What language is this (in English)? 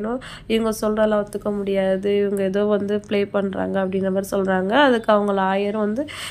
Tamil